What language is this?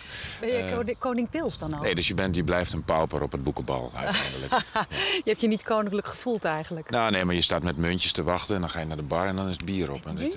Dutch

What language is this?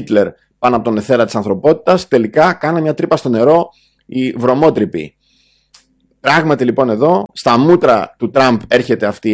Greek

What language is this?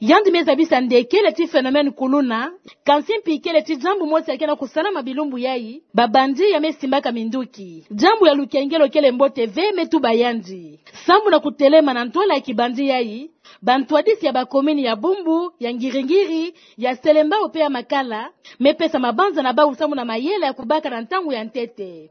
Kituba (Democratic Republic of Congo)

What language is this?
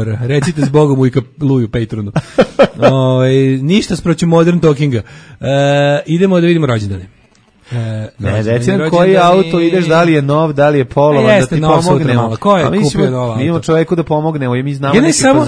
Serbian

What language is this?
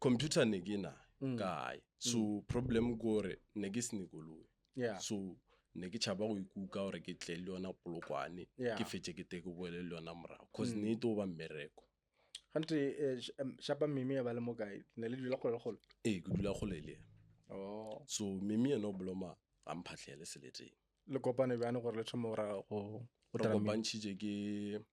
Northern Sotho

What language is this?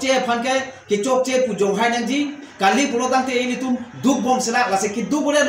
Karbi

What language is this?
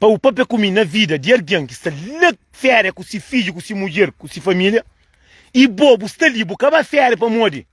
Kabuverdianu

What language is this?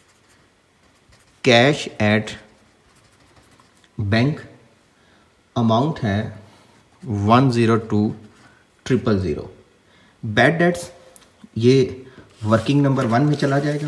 Hindi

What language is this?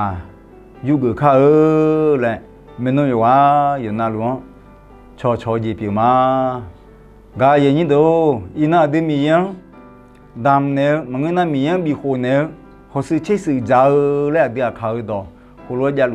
Akha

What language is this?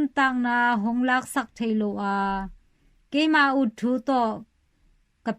Tedim Chin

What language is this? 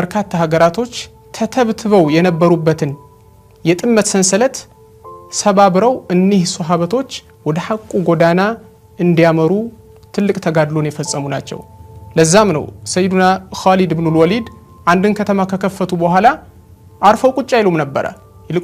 Amharic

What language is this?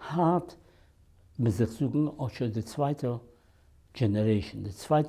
Yiddish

